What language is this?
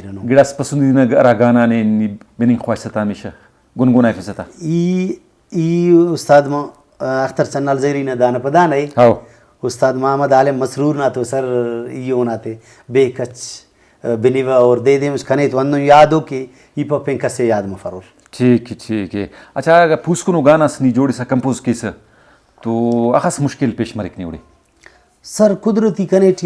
Brahui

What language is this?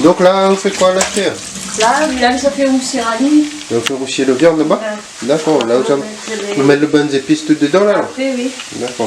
Réunion Creole French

